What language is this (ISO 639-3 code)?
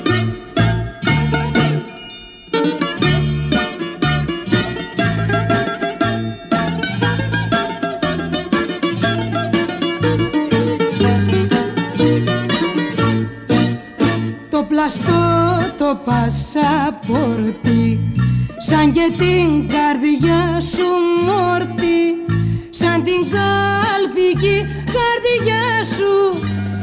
ell